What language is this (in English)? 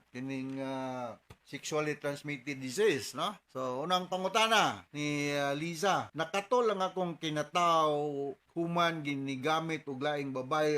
Cebuano